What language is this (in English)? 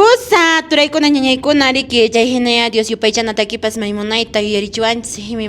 Quechua